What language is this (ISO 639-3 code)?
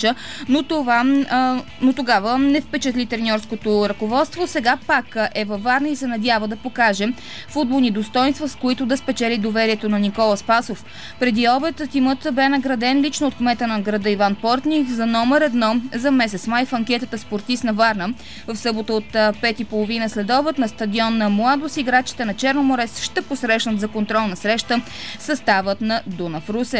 bul